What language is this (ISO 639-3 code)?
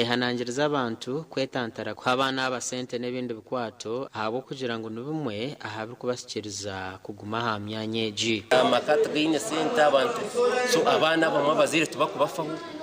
nyn